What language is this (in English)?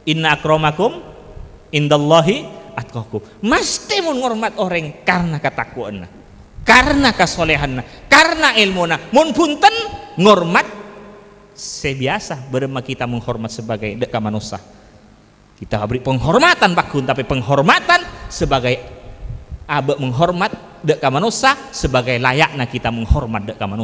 Madurese